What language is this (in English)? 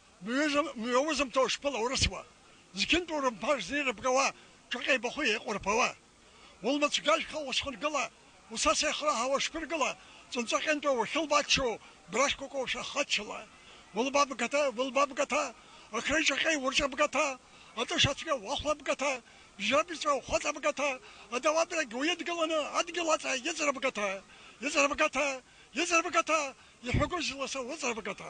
Abkhazian